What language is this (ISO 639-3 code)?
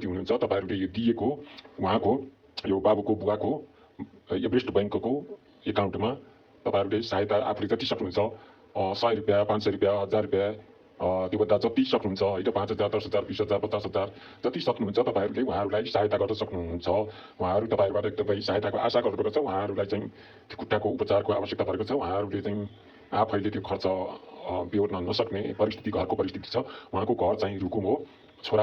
nep